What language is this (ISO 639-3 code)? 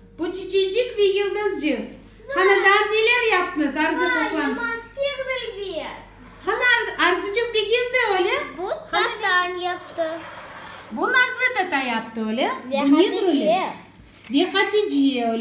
crh